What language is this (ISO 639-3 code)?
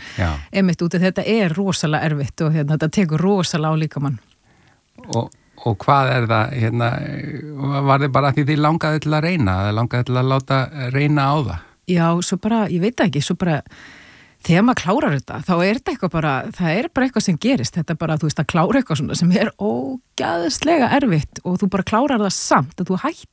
isl